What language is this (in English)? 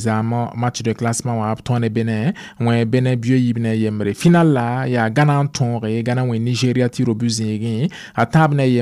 Mossi